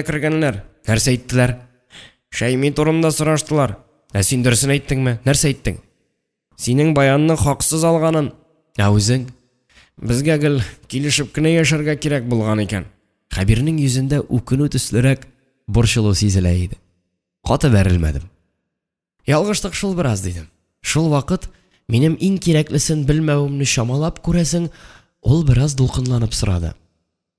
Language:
Tatar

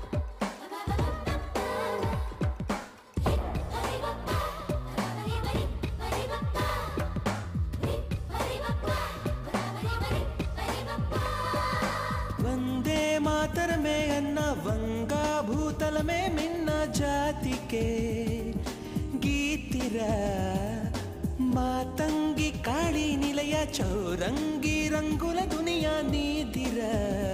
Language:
Telugu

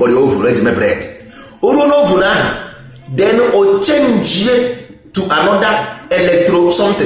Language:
Igbo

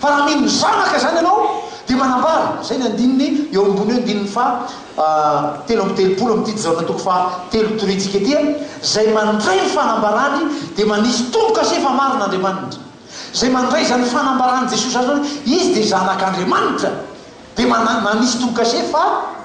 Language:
Malagasy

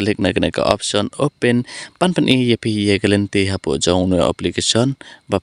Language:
Khasi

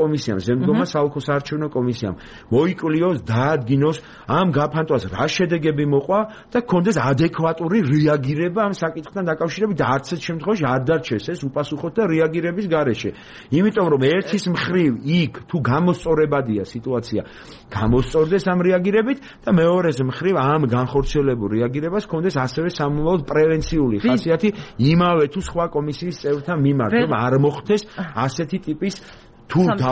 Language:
Georgian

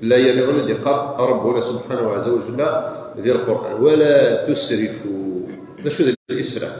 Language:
Kabyle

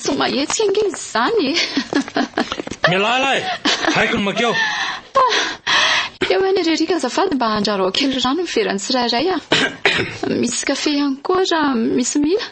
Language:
Malagasy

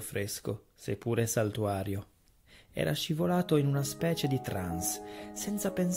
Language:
Italian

